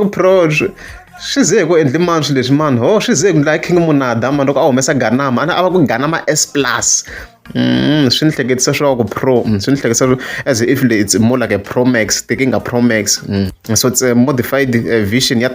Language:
Tsonga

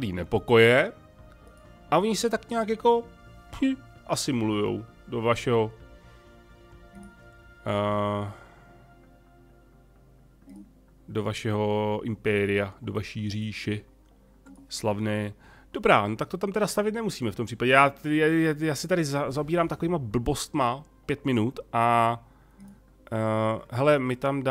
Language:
Czech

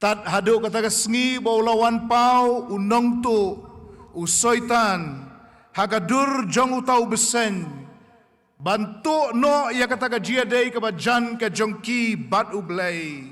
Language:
Khasi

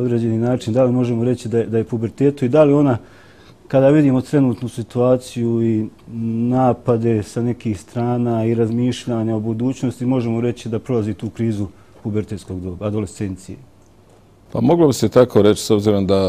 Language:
Bosnian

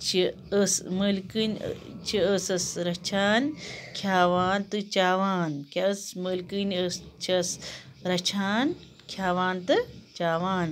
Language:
Kashmiri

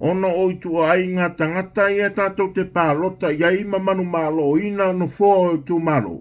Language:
Samoan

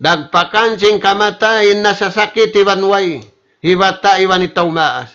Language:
Tausug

